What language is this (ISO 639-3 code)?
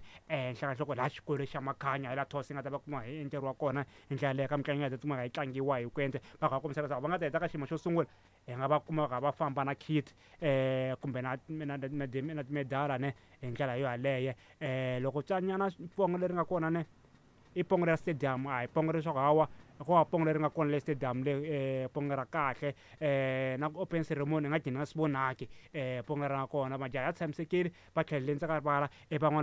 tso